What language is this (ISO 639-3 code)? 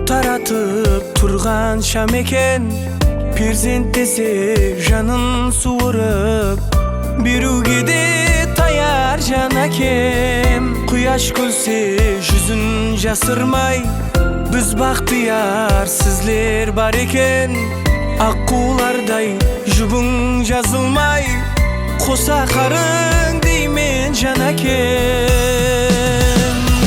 kaa